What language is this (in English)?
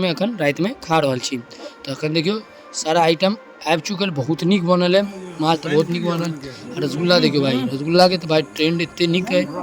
Maithili